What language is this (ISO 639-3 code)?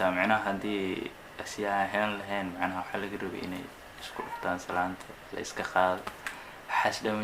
som